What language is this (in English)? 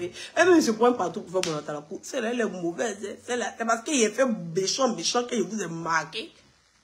French